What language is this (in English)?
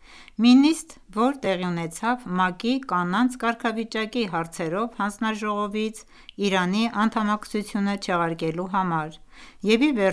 Armenian